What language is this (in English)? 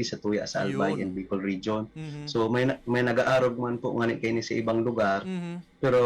Bikol